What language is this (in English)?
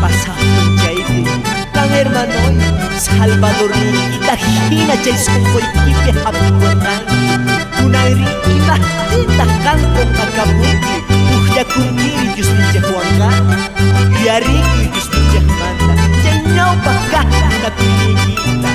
Quechua